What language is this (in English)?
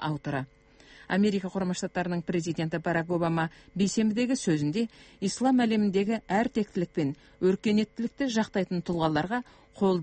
Kazakh